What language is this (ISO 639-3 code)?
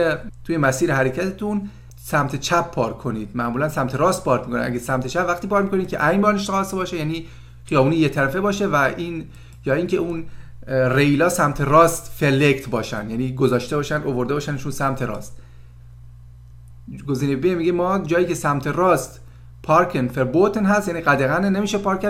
fas